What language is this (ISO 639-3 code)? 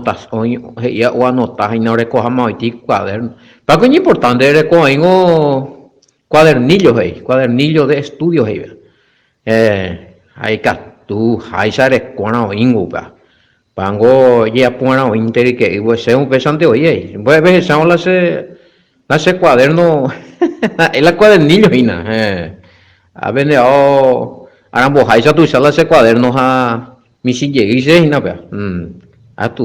grn